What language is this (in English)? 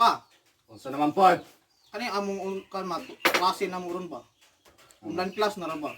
Cebuano